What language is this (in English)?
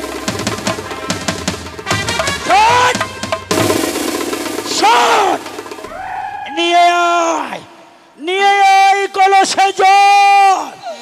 Bangla